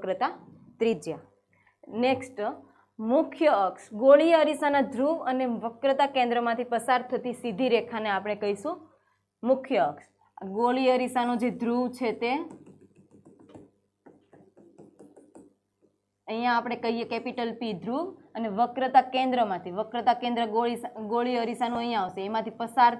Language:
Gujarati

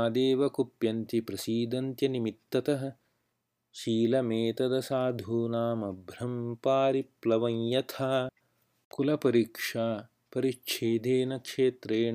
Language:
Sanskrit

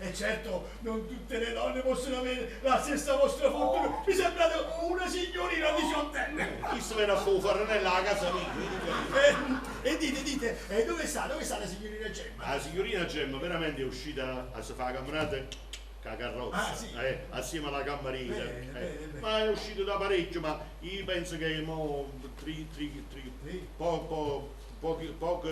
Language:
Neapolitan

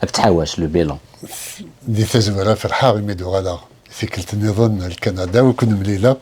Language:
Kabyle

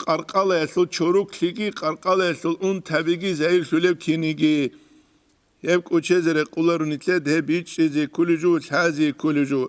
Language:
Avaric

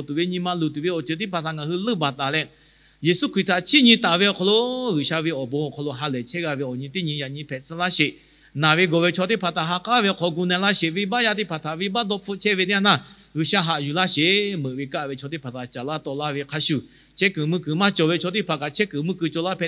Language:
Lahu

